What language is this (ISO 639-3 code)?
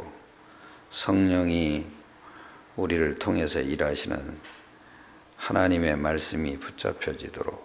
kor